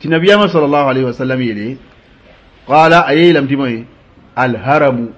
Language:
Mossi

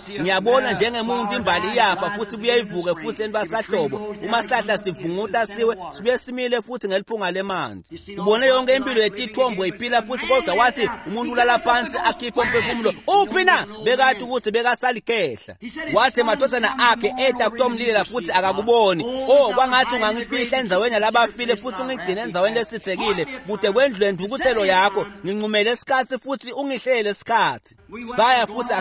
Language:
Swati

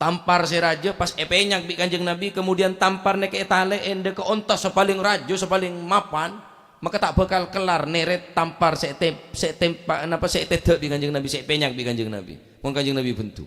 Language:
Madurese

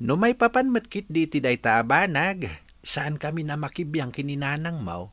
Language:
Iloko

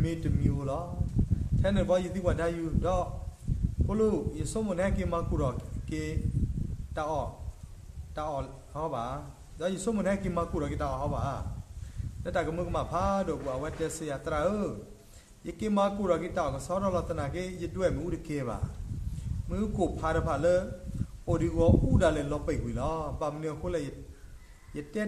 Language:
S'gaw Karen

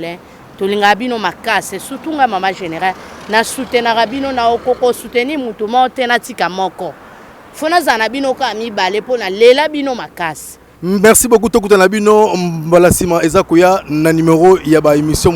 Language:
Lingala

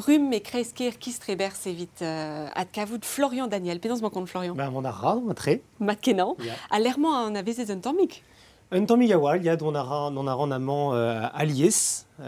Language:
Breton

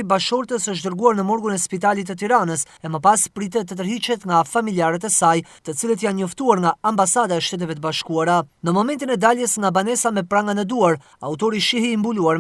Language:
Albanian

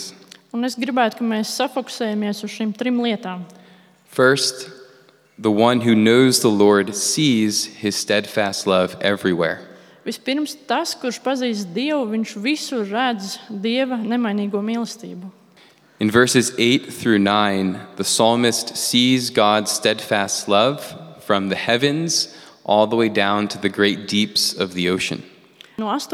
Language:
Latvian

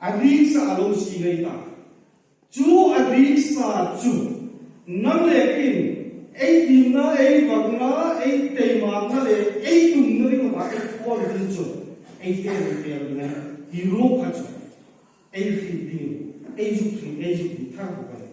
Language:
Hmar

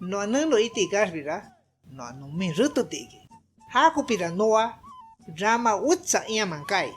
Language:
Shipibo-Conibo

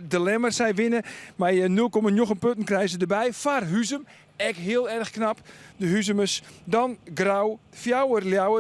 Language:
Western Frisian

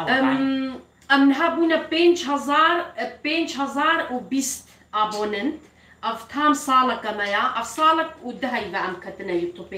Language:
Kurdish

